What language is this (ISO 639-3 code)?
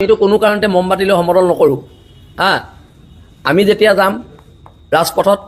asm